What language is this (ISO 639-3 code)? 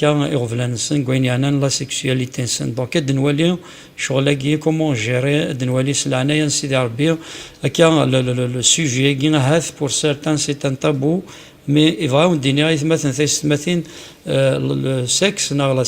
kab